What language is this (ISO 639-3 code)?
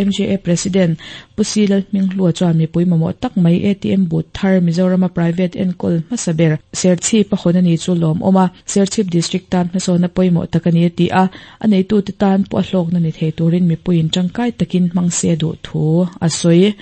lus